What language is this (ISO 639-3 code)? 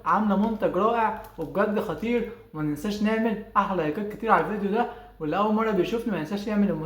arz